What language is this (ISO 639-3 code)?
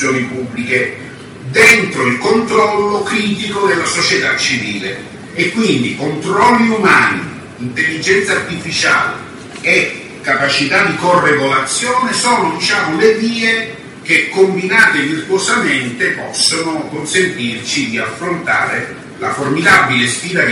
ita